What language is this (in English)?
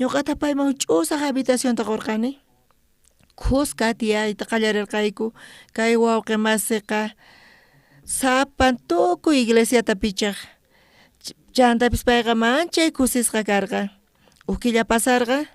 South Bolivian Quechua